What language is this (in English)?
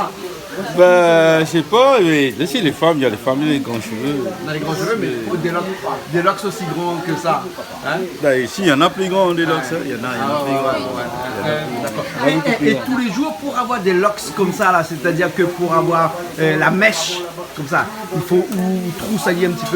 Réunion Creole French